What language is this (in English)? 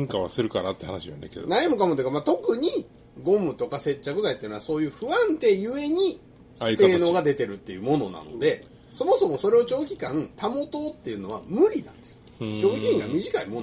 Japanese